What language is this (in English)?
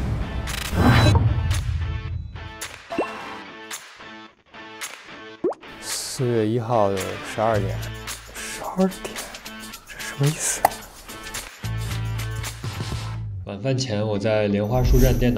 Chinese